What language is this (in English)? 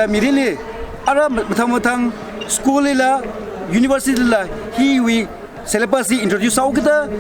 Tangkhul Naga (India)